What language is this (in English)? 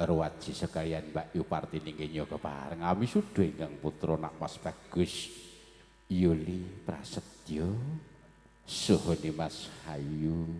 Javanese